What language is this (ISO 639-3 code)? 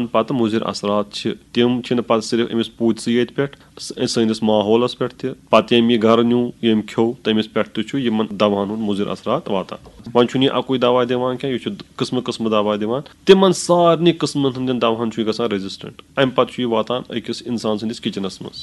kas